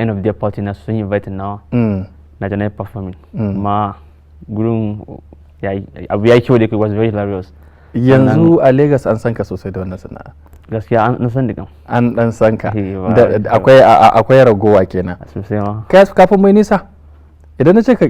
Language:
Hausa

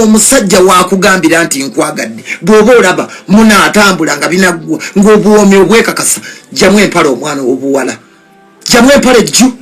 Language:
Ganda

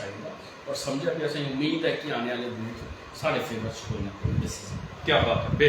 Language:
Dogri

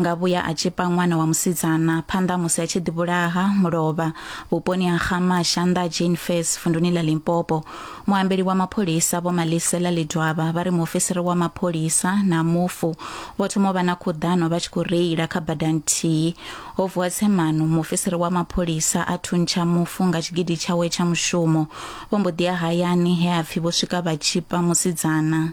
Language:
Venda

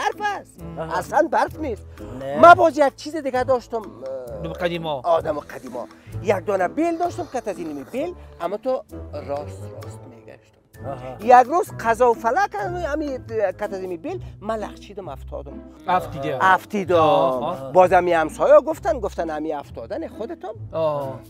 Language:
Persian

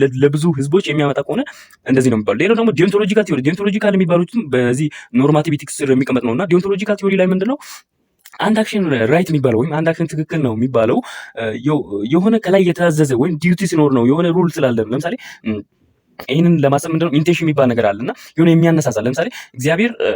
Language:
Amharic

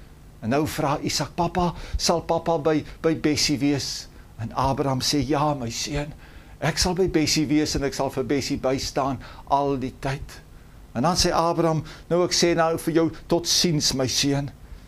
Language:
Afrikaans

